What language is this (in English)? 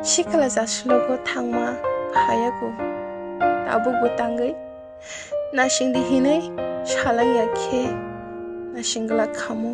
Kok Borok